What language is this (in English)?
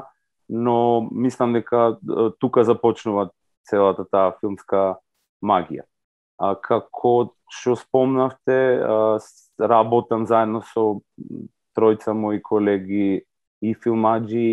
Macedonian